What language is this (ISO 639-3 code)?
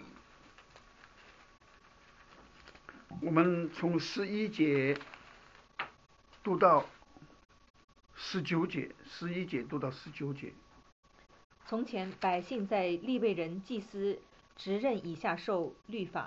zho